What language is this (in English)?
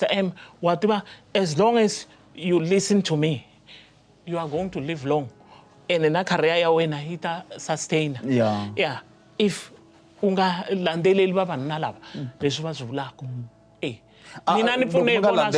Tsonga